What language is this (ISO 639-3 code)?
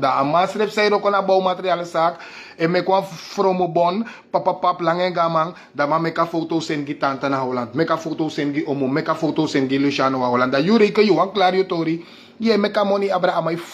srn